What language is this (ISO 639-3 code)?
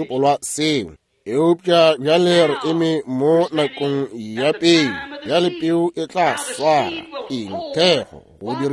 nso